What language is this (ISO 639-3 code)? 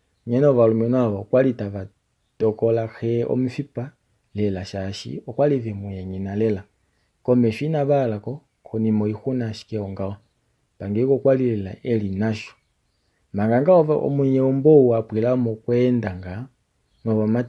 kua